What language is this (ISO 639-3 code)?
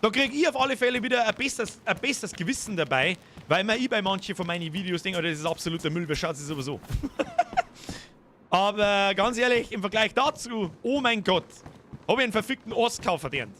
bar